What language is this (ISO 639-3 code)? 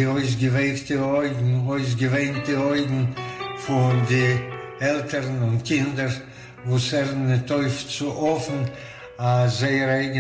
yid